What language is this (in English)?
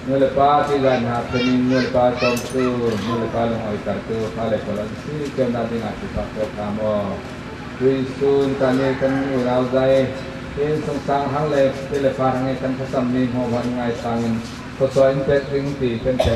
Falam Chin